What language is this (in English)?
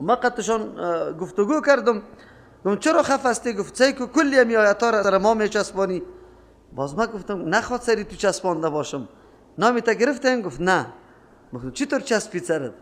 Persian